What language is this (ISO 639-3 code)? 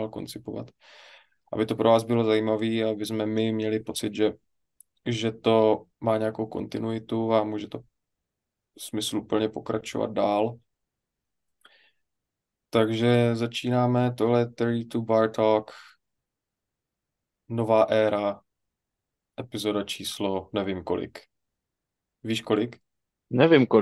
ces